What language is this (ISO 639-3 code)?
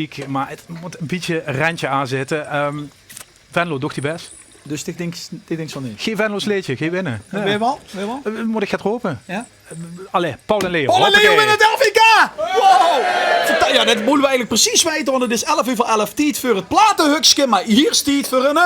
lim